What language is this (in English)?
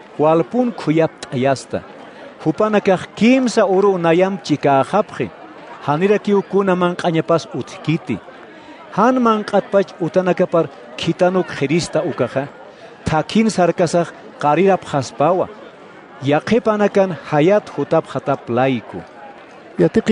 Aymara